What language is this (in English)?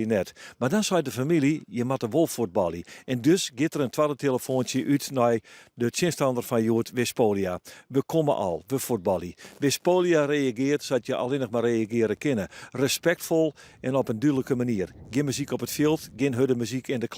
Western Frisian